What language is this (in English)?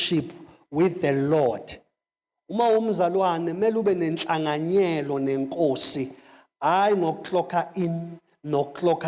Zulu